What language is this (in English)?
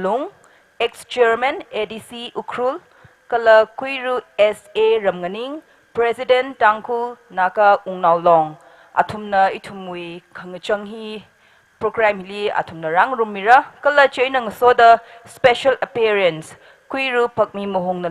Tangkhul Naga (India)